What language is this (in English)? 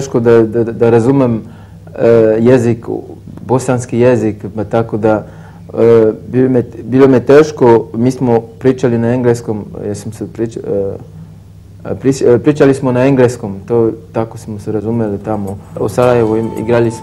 Serbian